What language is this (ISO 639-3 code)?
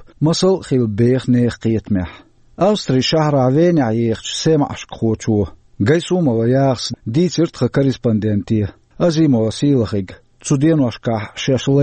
che